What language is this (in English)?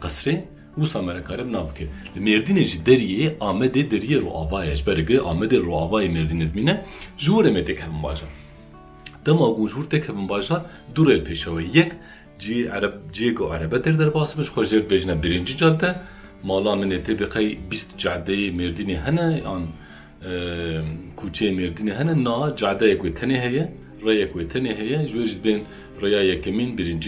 Kurdish